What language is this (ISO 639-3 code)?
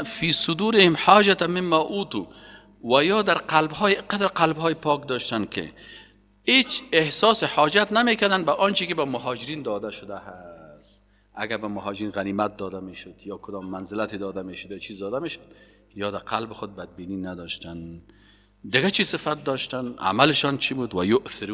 fas